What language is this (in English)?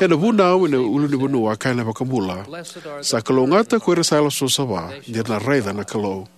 Fijian